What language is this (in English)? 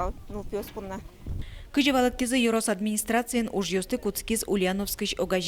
Udmurt